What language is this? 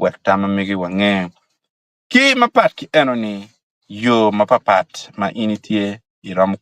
Acoli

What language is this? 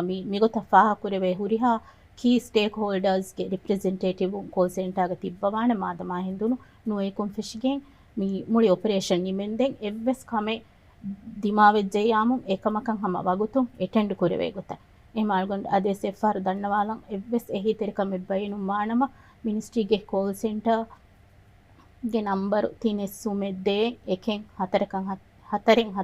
Divehi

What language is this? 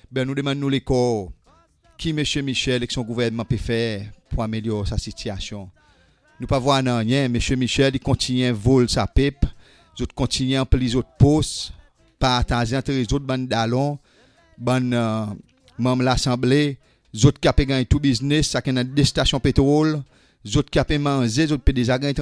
Seselwa Creole French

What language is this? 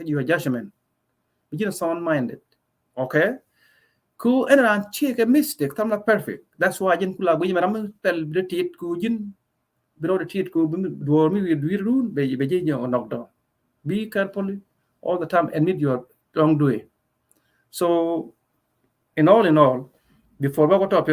Nuer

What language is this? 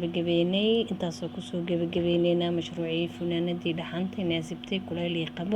Somali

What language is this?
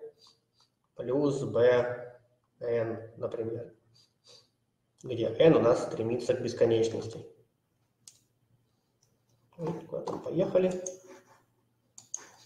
Russian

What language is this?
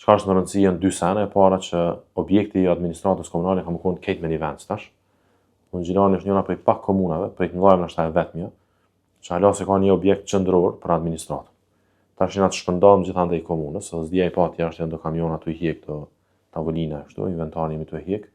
Albanian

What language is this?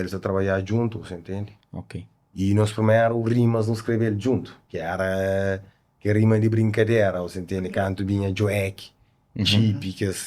Kabuverdianu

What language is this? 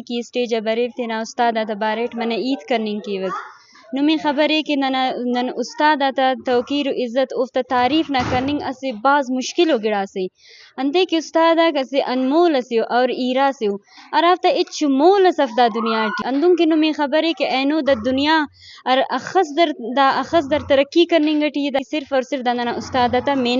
Brahui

